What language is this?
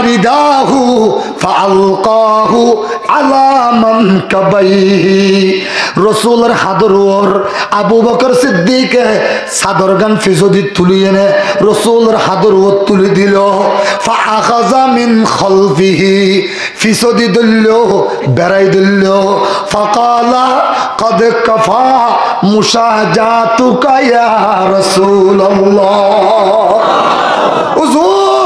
Rohingya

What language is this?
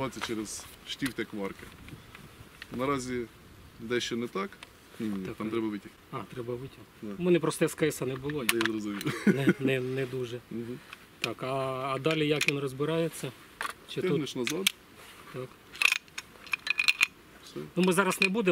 Ukrainian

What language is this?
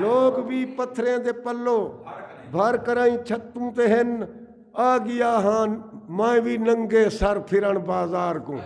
Saraiki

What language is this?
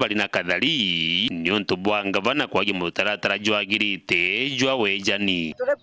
Meru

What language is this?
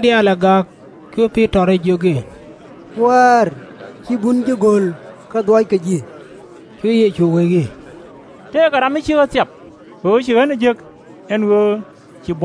Nuer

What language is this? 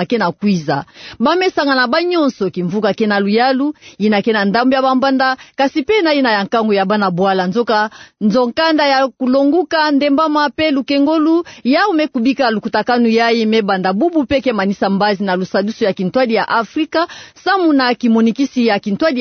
Kituba (Democratic Republic of Congo)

